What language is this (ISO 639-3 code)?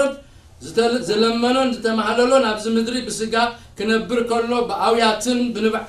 tir